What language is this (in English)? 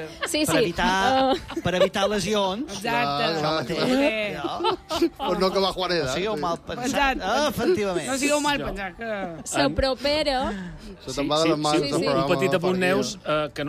Catalan